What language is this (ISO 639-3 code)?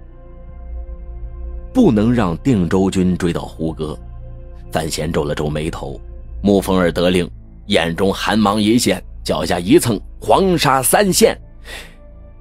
zho